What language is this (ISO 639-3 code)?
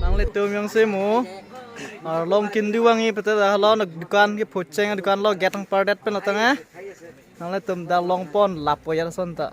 mjw